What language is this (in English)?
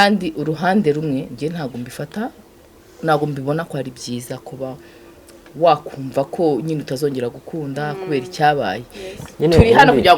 Kinyarwanda